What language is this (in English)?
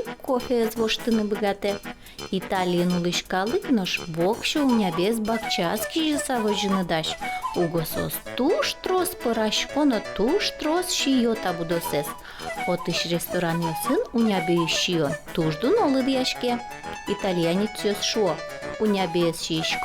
Udmurt